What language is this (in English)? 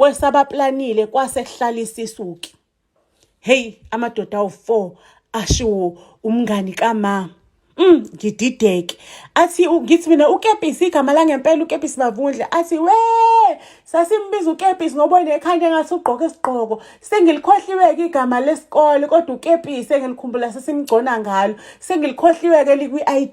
Zulu